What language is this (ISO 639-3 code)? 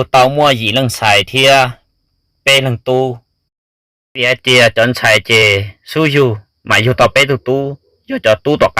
hmn